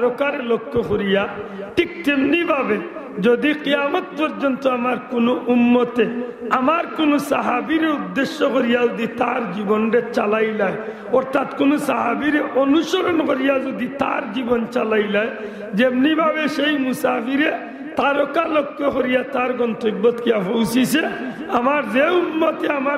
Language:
Sylheti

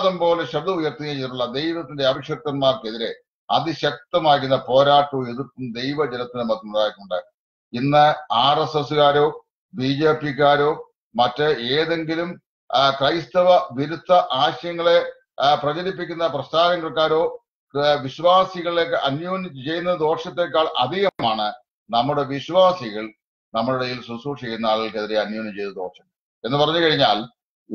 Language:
Malayalam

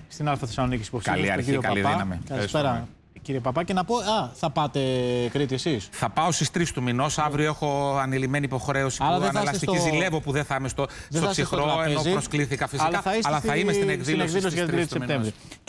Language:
Greek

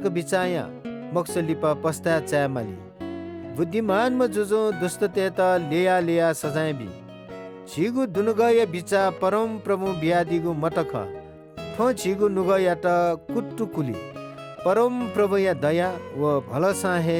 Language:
Newari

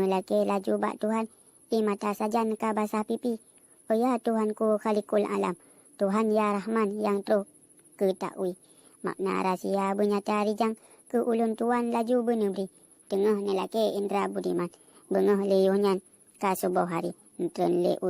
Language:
Achinese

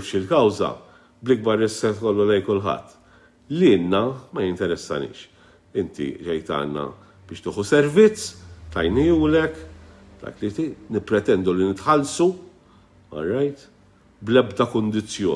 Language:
Maltese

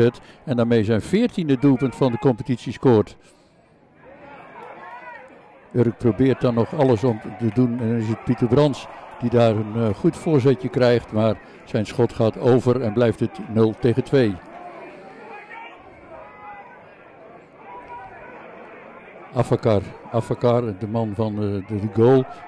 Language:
Dutch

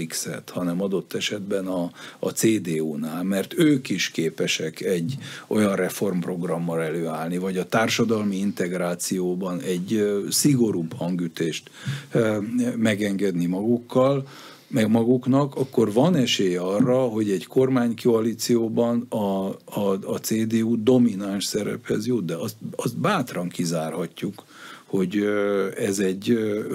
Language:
Hungarian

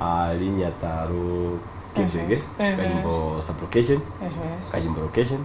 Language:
Gusii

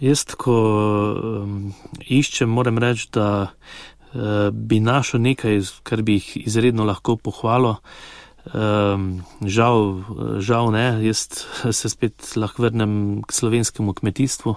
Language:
Slovenian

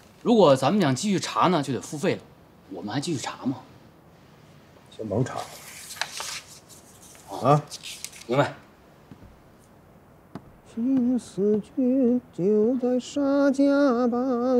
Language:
Chinese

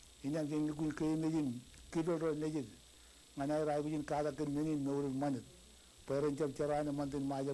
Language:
Marshallese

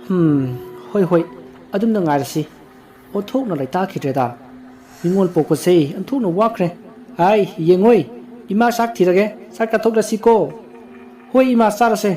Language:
Manipuri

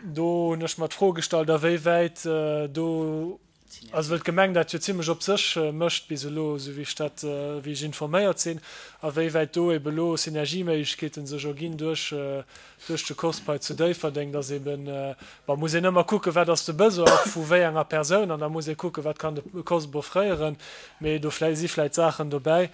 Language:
Luxembourgish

